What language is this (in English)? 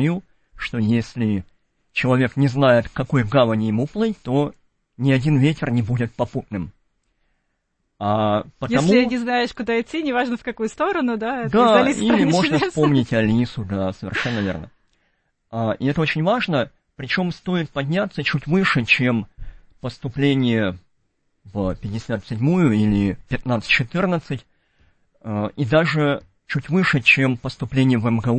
Russian